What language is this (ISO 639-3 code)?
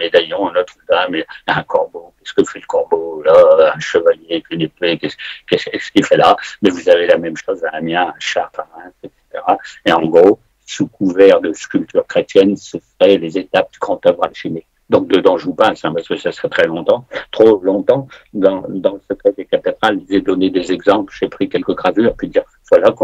fra